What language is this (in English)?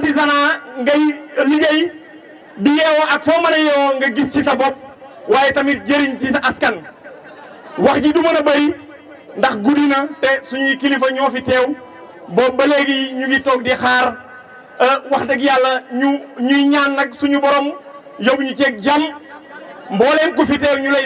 Wolof